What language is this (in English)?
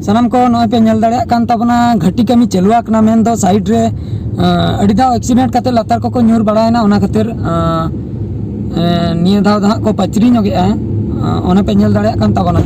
Santali